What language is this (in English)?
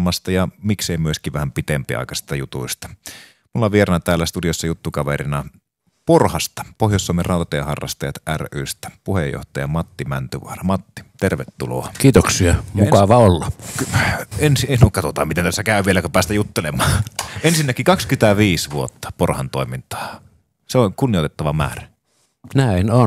Finnish